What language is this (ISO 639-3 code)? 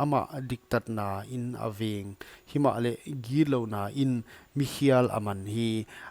pck